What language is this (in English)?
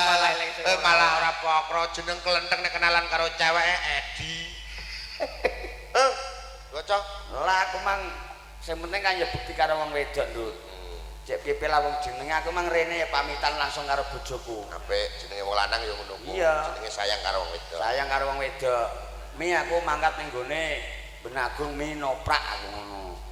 Javanese